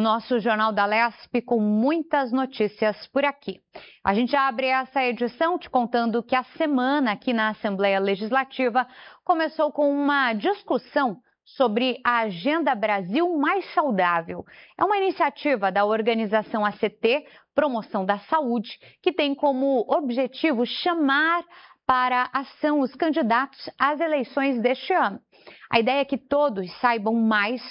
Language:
Portuguese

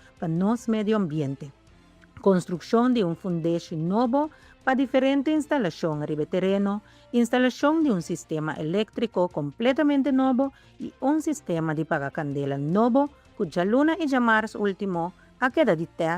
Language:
Papiamento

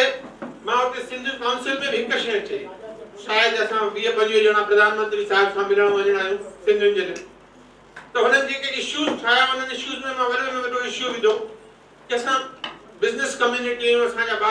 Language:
Sindhi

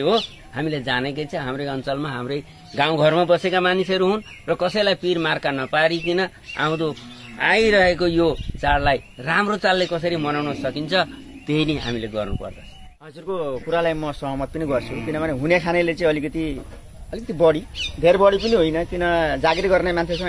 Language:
Nepali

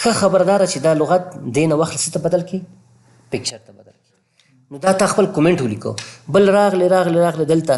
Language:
Pashto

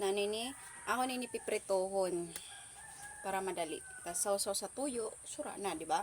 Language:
Waray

